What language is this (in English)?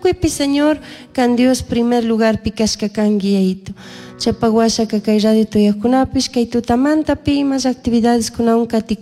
Chimborazo Highland Quichua